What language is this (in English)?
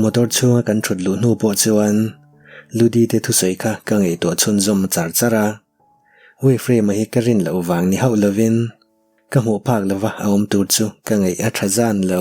Mizo